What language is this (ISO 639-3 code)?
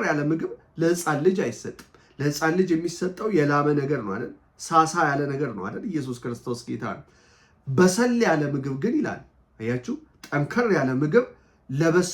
amh